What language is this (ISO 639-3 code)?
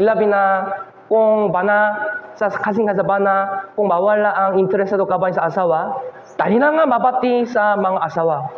ceb